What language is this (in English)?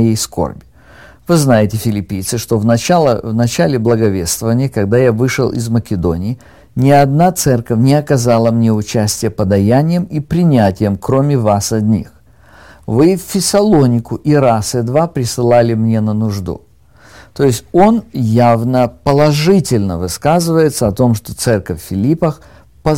Russian